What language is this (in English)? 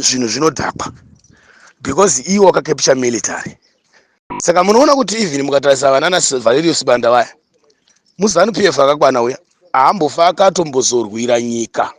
Shona